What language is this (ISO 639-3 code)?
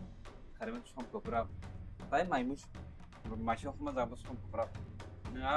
trp